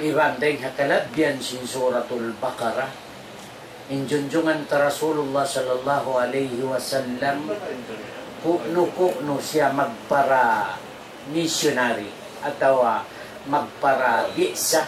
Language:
Tausug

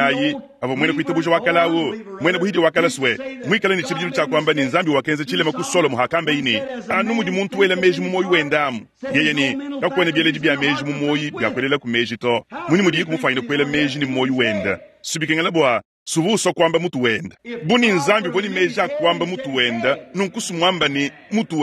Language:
Luba-Lulua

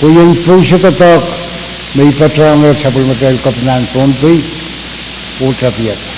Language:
Pohnpeian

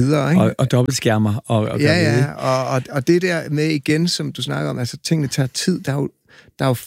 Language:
Danish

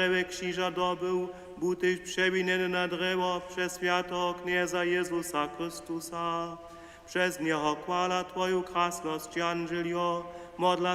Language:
Upper Sorbian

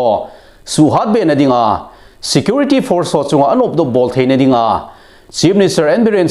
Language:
Thado Chin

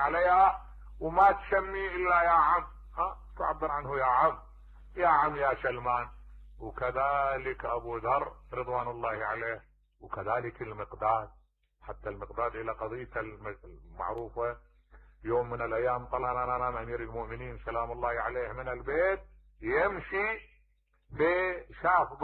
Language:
Mesopotamian Arabic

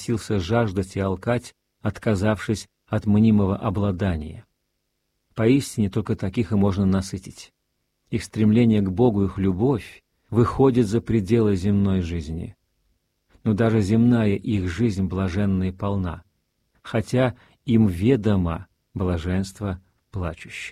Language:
Russian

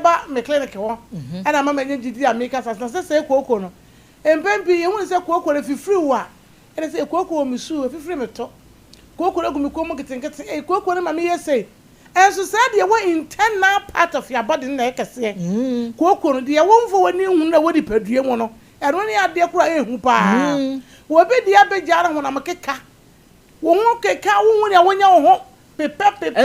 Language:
Akan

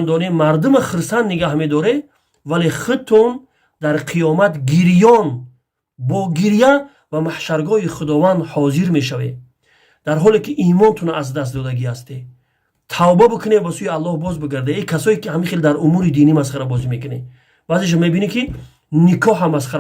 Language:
Tajik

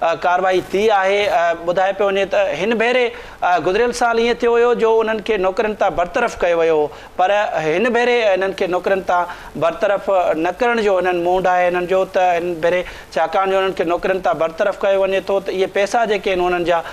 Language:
Sindhi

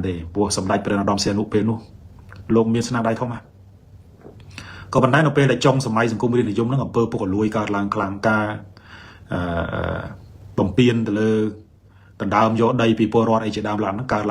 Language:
Khmer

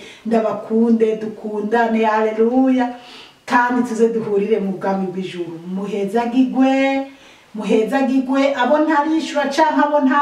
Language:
Rundi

